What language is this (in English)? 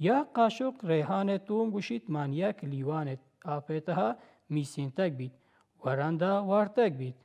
Baluchi